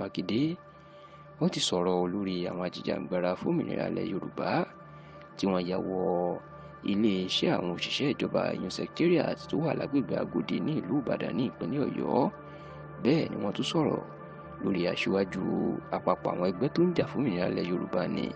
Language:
Yoruba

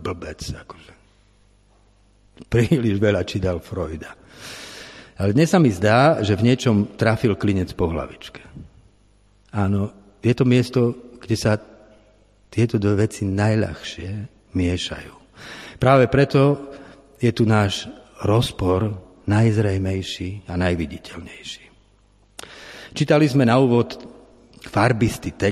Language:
Slovak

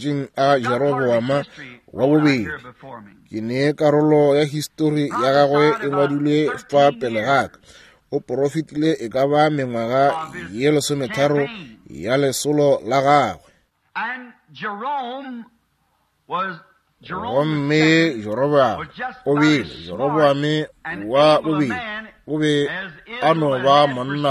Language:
Northern Sotho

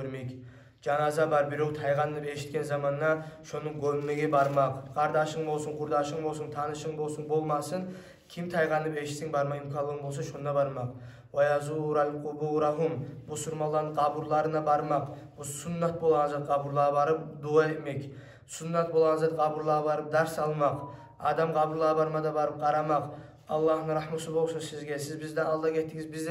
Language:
Kumyk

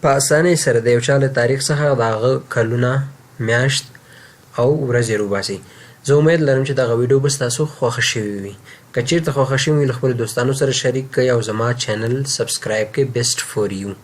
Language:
Pashto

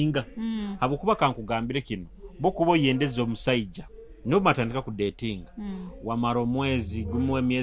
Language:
Nyoro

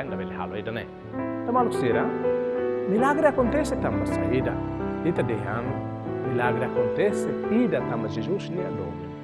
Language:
Tetum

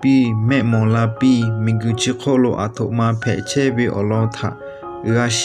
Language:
Lahu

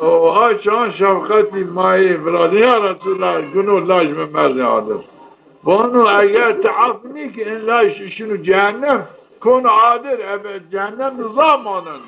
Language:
Zaza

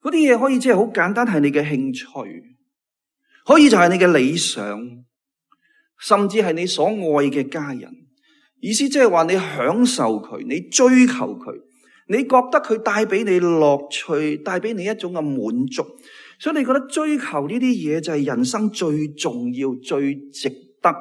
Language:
Cantonese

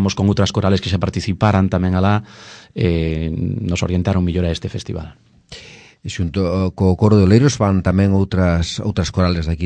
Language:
Galician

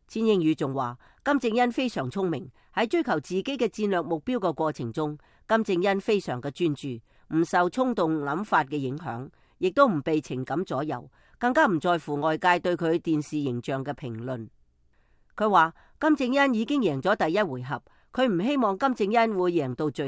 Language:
Cantonese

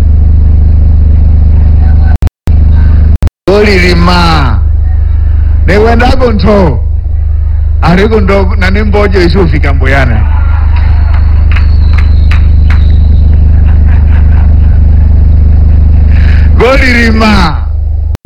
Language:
Swahili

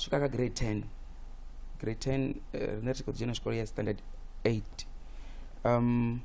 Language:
Venda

